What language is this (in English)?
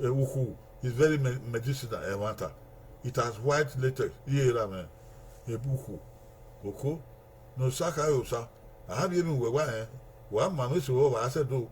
Bini